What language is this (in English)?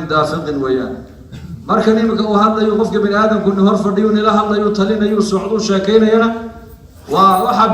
Somali